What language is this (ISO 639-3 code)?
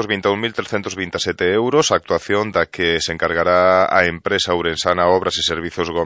glg